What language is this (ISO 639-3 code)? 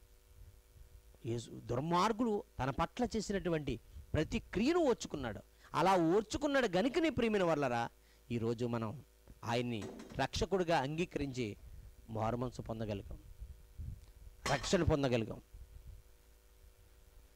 tel